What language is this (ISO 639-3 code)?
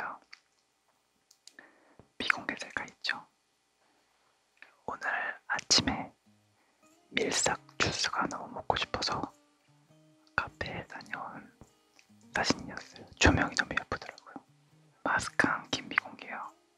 kor